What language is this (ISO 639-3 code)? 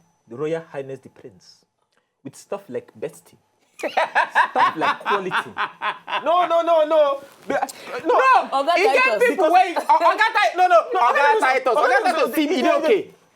pcm